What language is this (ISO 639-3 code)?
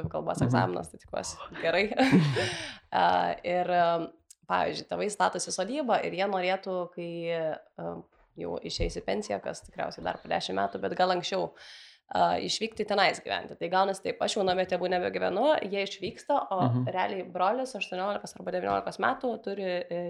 lit